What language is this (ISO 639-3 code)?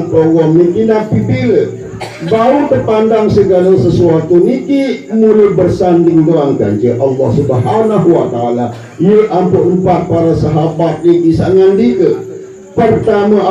sas